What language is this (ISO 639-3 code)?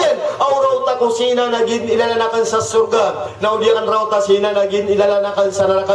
mrw